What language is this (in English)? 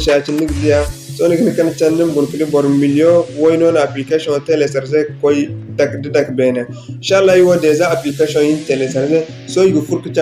Zarma